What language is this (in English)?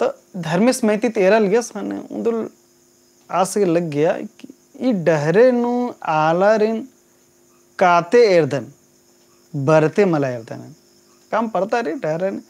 Kurukh